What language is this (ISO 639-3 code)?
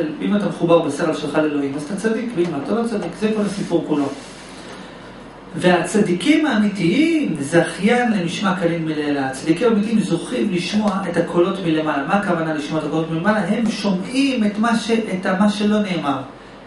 heb